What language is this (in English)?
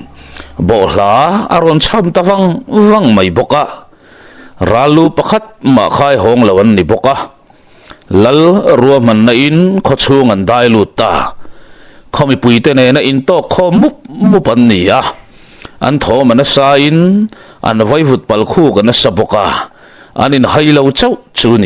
Mizo